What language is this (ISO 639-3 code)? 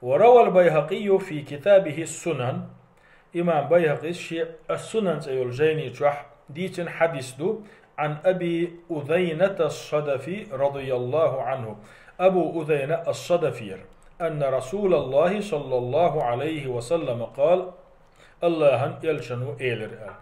che